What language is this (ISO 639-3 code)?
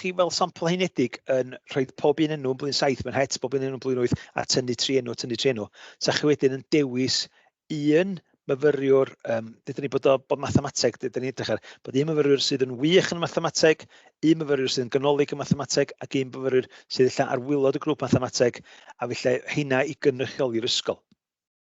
cym